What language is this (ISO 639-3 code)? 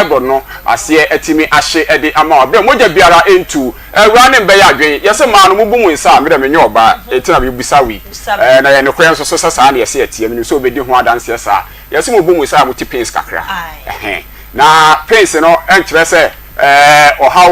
aka